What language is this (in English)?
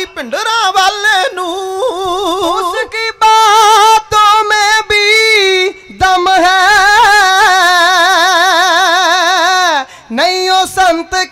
Punjabi